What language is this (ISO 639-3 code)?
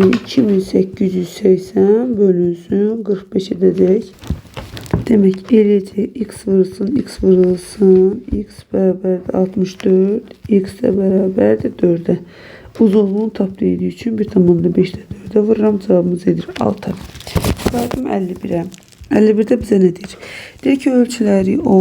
aze